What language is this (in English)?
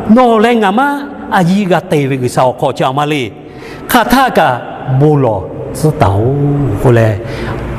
Lahu